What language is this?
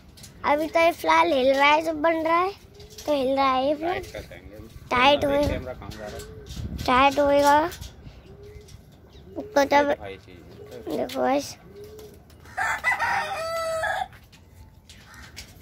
Hindi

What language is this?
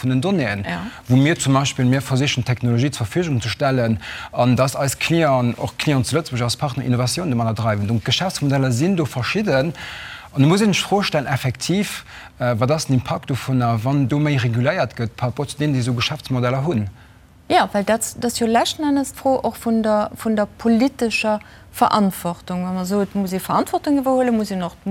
Luxembourgish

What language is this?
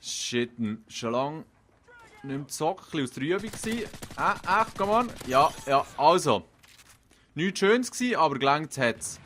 Swiss German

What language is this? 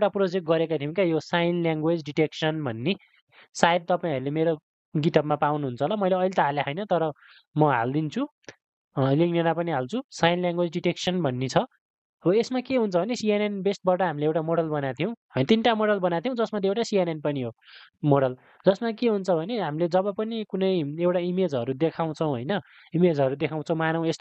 Nepali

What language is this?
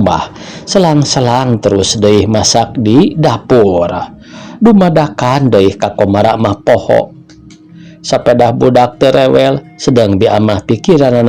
Sundanese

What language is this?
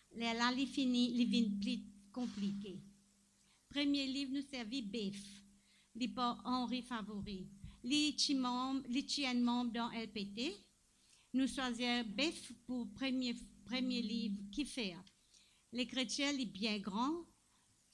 Morisyen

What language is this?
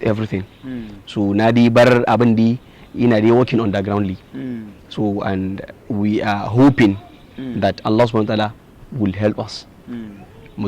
Hausa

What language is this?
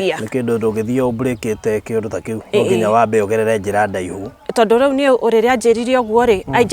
Kikuyu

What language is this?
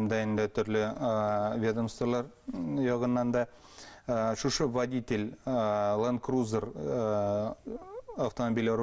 Bashkir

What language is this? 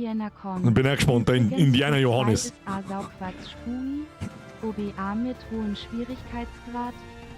Bavarian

